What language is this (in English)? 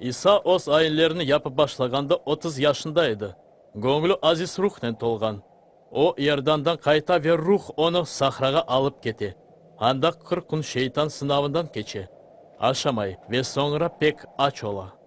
Crimean Tatar